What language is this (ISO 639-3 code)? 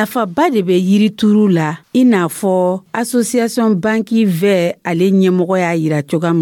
dyu